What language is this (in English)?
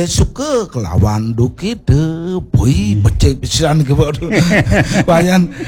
Balinese